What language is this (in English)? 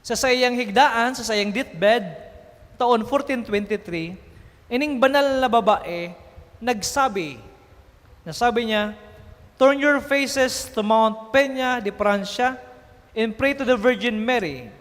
Bikol